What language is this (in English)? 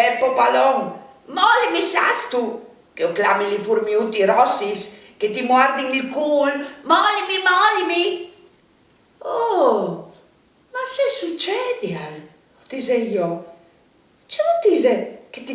Friulian